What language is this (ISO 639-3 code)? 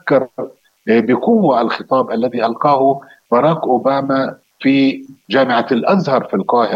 ara